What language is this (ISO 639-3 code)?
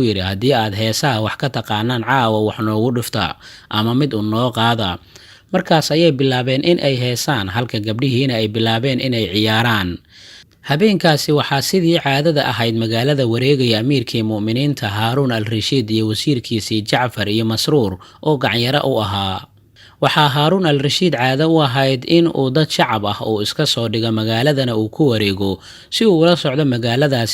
som